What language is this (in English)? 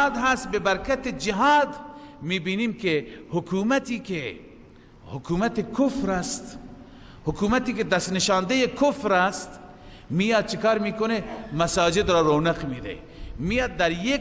Persian